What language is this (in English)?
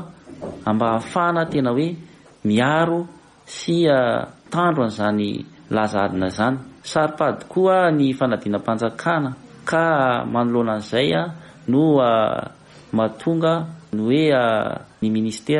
Malagasy